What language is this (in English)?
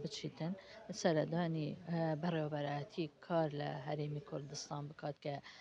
Central Kurdish